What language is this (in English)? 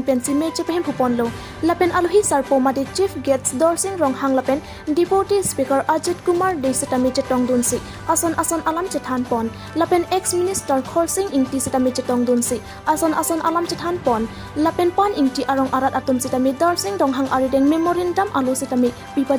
Karbi